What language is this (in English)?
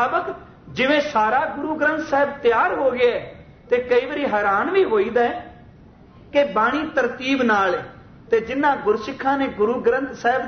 Punjabi